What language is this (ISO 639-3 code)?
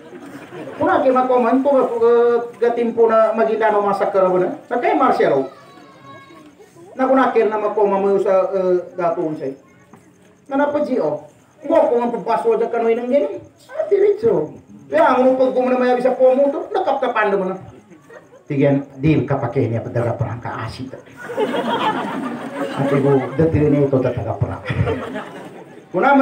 mdh